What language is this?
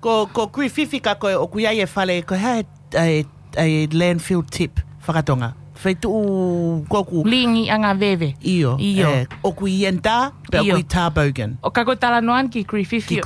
Tongan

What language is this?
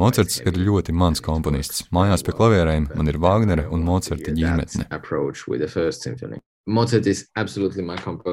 Latvian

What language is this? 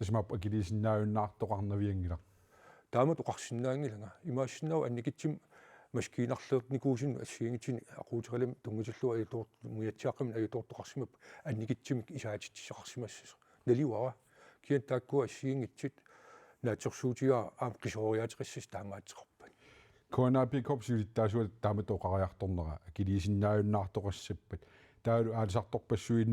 Kalaallisut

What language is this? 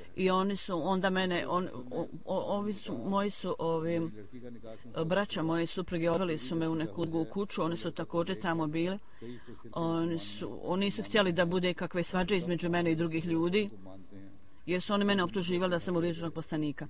Bosnian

